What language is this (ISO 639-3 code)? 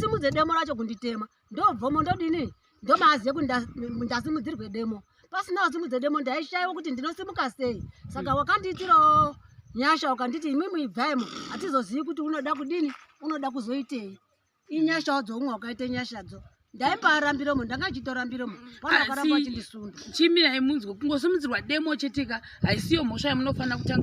sna